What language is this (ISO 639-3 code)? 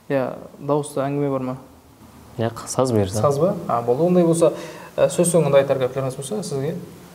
kaa